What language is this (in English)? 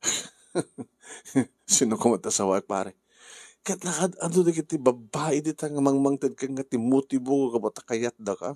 Iloko